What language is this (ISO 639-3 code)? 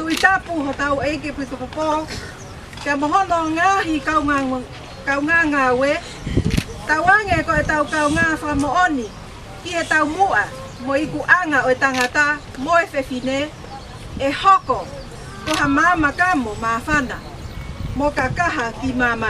ton